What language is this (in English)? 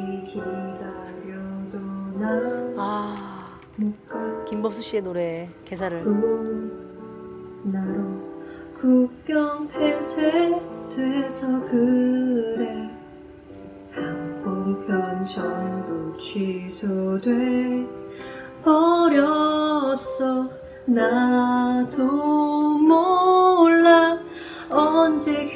Korean